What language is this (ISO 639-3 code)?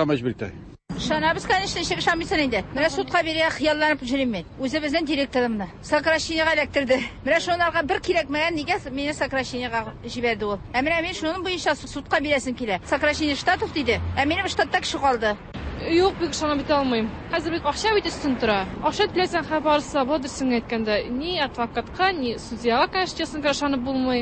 tat